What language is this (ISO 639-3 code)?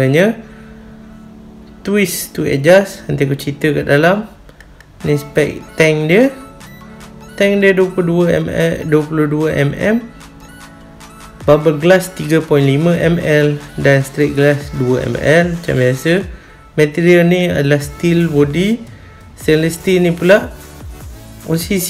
msa